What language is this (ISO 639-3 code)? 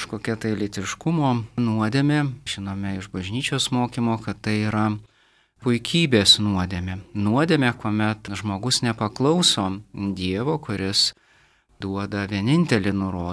lit